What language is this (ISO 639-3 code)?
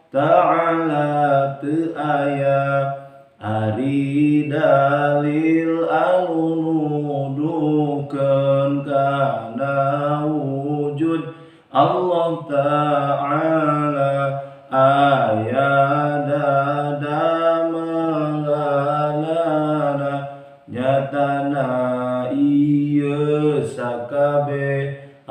sun